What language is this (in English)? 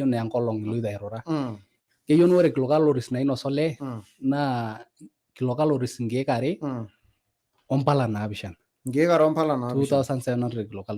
Masai